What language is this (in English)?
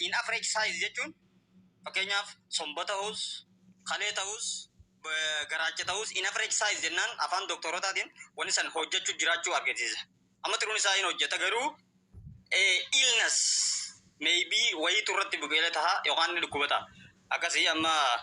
Oromo